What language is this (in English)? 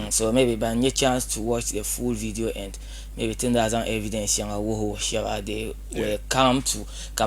Dagbani